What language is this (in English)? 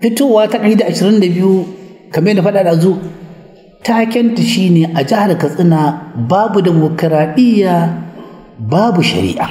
Hausa